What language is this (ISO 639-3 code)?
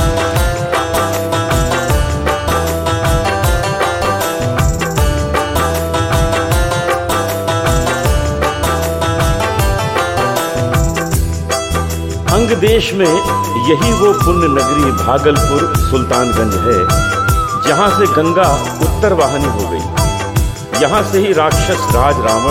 hin